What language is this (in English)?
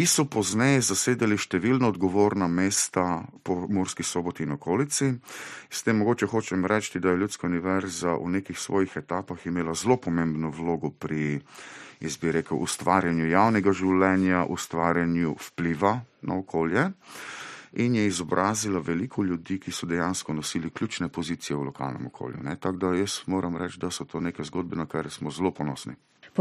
Slovenian